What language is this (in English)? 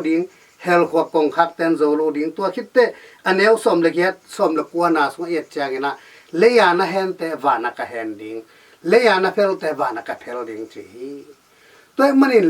Tedim Chin